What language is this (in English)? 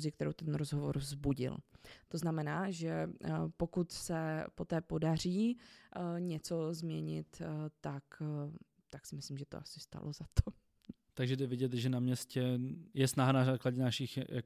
Czech